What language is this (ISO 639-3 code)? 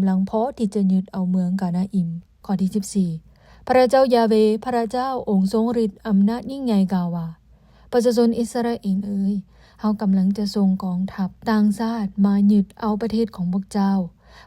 lao